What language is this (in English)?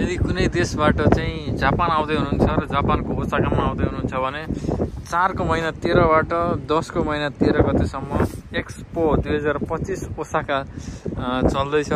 Nepali